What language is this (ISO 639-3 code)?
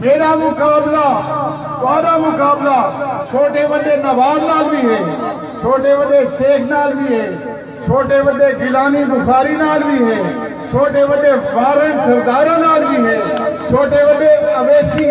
skr